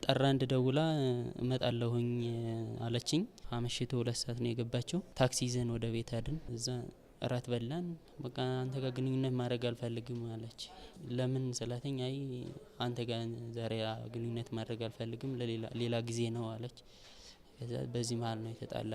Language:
Amharic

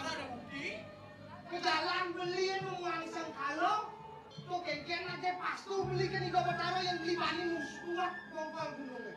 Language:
Balinese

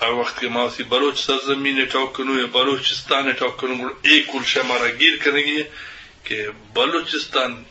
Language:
Eastern Balochi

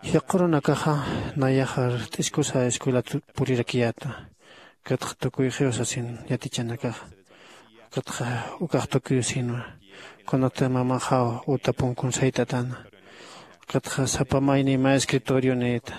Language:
Aymara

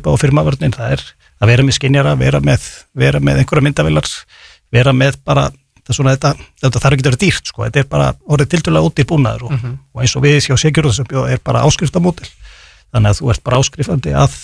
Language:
Icelandic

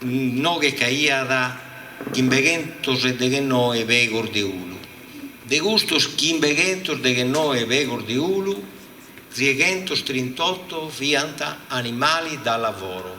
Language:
Sardinian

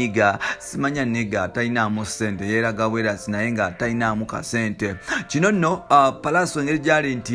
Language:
Ganda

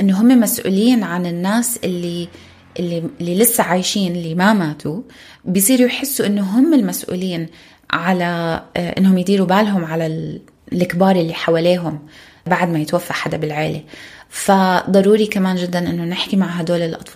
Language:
North Levantine Arabic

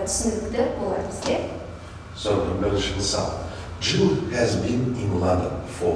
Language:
Kazakh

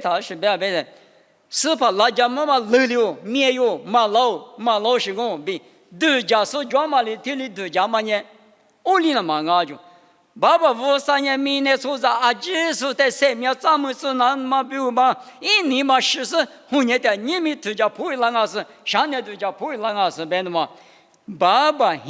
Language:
Lisu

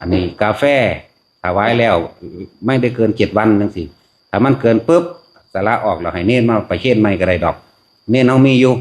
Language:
Lao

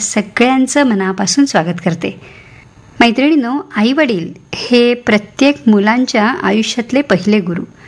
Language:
Marathi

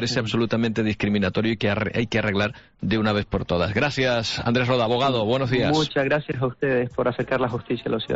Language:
Spanish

